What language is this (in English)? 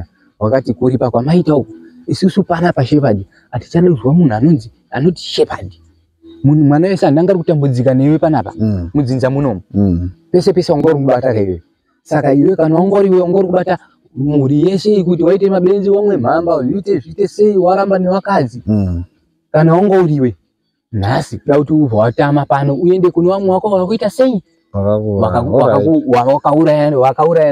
Shona